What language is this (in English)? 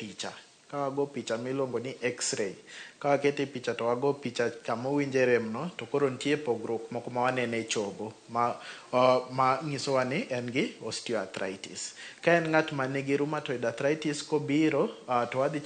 Luo (Kenya and Tanzania)